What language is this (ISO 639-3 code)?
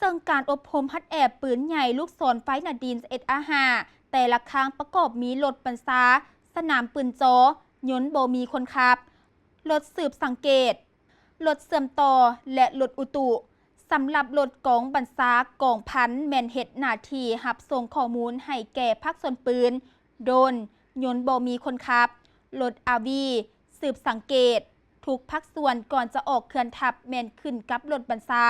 lao